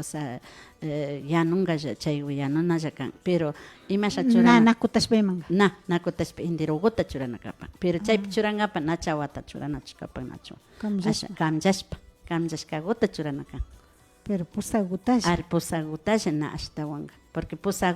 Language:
Imbabura Highland Quichua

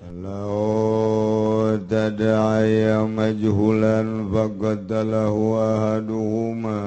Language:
Sundanese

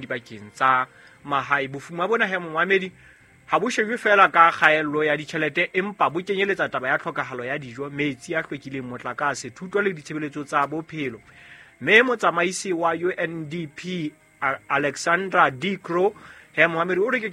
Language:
Southern Sotho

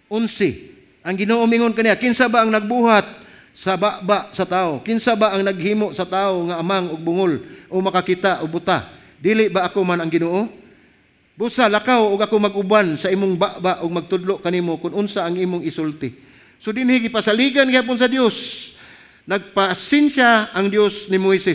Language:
Cebuano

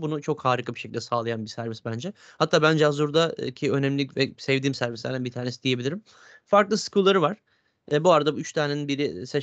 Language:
Turkish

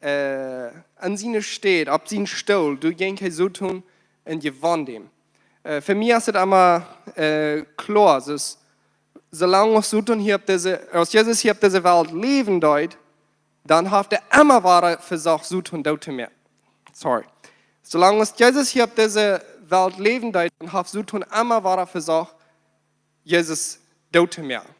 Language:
Plautdietsch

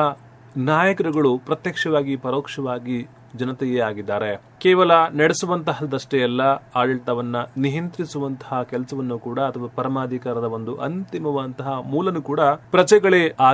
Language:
Kannada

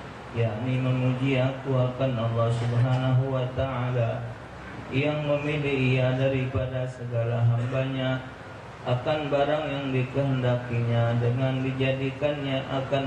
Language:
Musi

